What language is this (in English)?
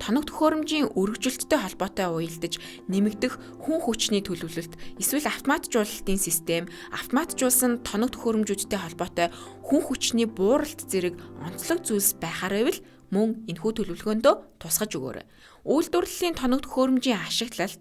Mongolian